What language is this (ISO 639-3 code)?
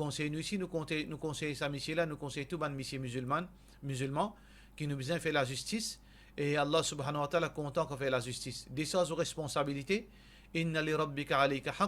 mfe